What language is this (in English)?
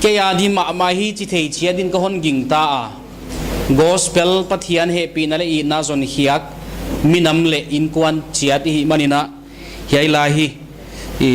Paite Chin